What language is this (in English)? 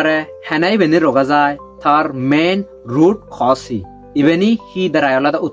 Chakma